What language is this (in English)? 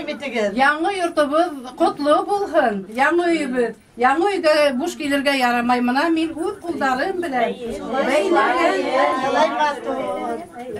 Bashkir